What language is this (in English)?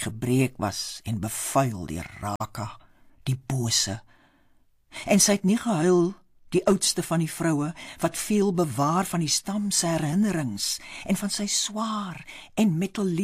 Afrikaans